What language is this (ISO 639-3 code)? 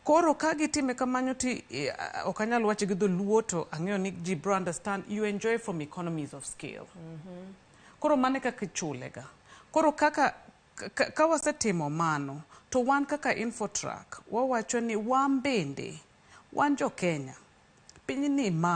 luo